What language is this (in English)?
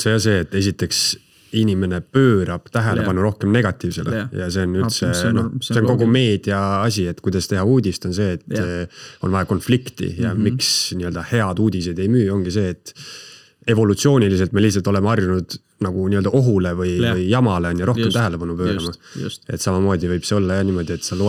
Estonian